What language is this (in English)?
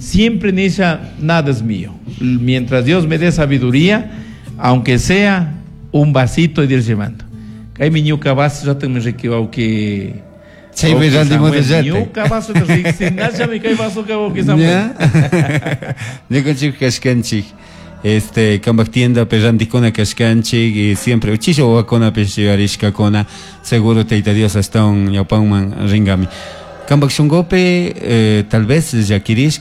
Chimborazo Highland Quichua